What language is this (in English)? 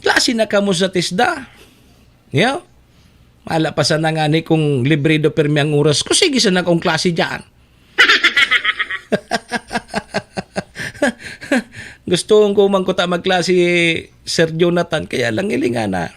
Bikol